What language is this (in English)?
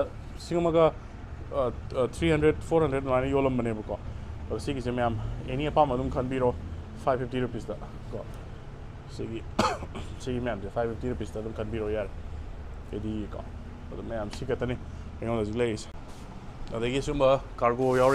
Manipuri